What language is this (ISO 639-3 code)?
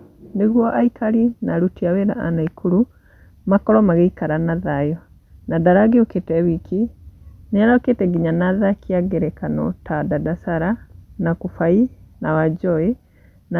kik